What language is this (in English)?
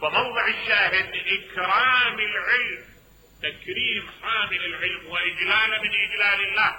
Mesopotamian Arabic